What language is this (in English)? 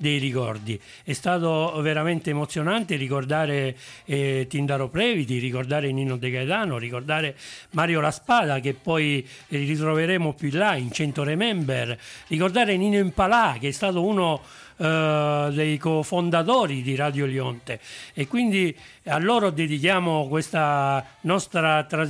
Italian